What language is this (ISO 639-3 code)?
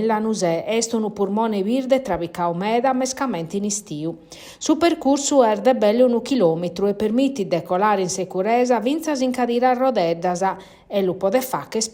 srd